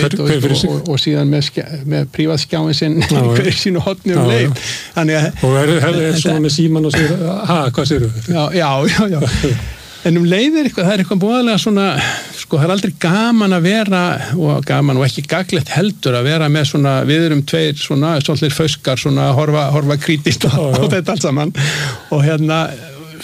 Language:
Icelandic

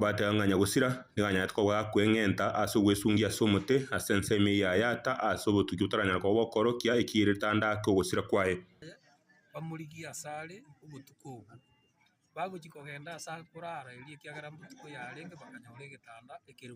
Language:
Gusii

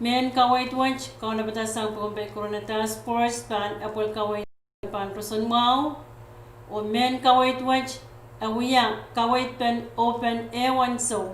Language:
Pohnpeian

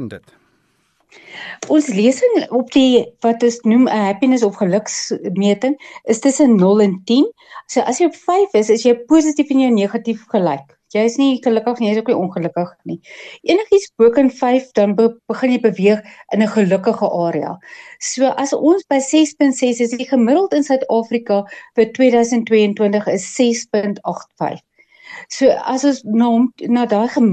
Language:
Afrikaans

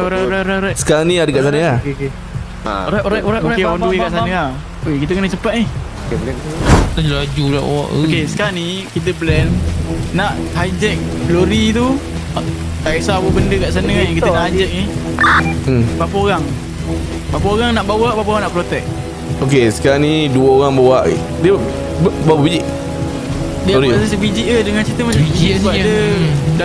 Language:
Malay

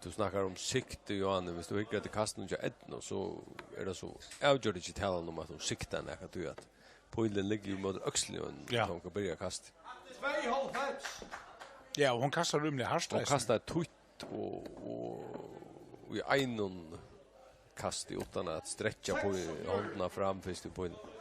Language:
Faroese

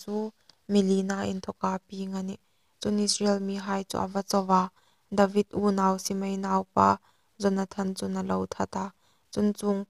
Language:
Hmar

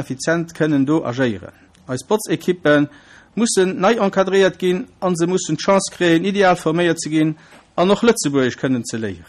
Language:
Luxembourgish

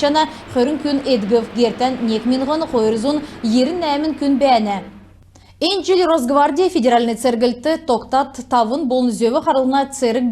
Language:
Kalmyk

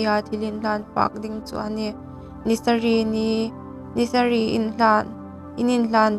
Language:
Hmar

